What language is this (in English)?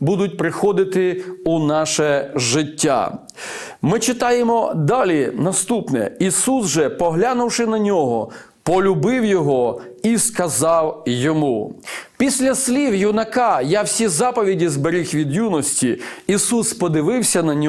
Ukrainian